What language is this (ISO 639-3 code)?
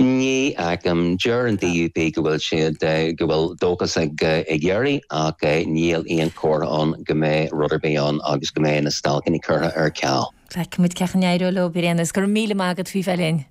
gle